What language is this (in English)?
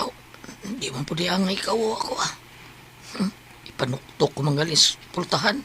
Cebuano